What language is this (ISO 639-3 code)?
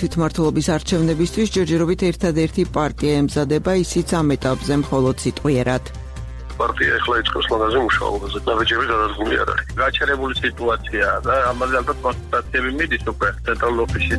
kat